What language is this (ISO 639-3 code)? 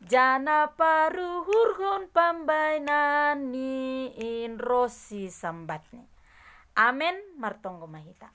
bts